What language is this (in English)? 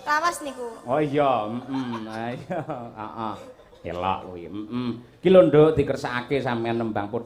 Javanese